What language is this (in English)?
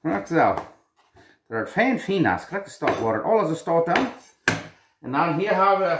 Plautdietsch